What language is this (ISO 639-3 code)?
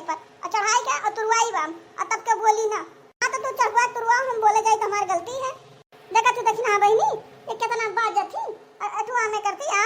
awa